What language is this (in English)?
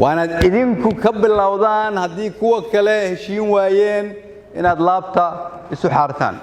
Somali